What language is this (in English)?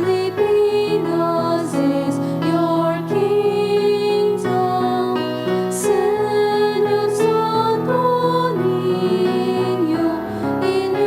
Bikol